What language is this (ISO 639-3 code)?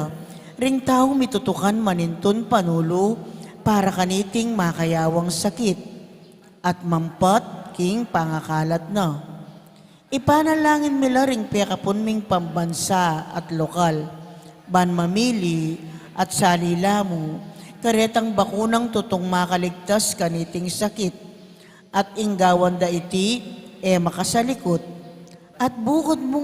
pam